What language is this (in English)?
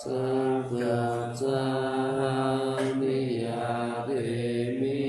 Pali